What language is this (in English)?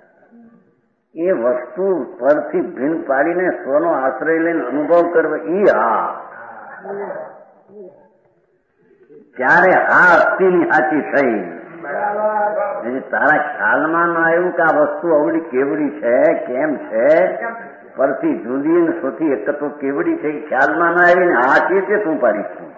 Gujarati